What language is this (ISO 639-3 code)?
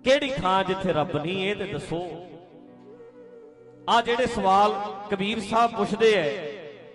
pan